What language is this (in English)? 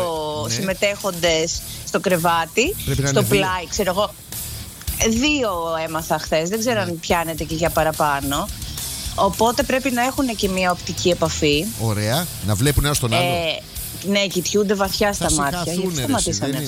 Greek